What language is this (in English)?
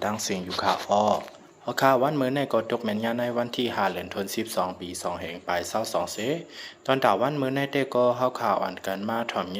Lao